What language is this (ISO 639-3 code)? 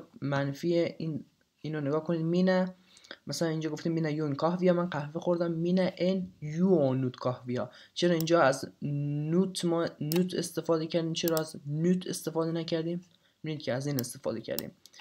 fas